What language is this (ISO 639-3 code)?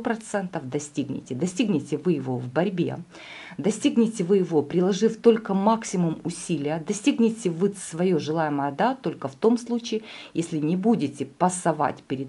rus